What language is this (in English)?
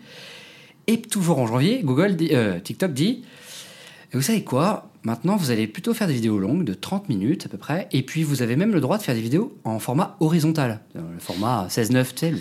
French